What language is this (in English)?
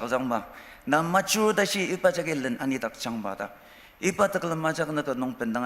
Ao Naga